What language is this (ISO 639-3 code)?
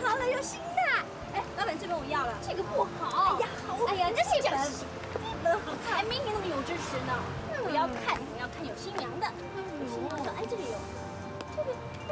zho